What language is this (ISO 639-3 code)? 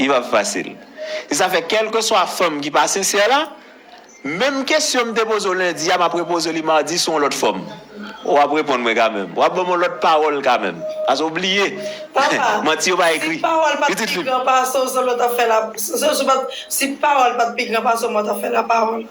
hat